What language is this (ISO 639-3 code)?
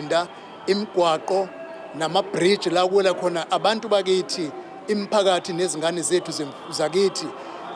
zul